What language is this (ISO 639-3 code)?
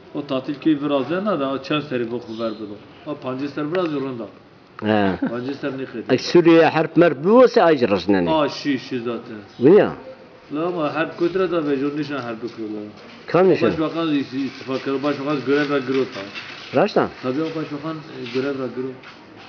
zza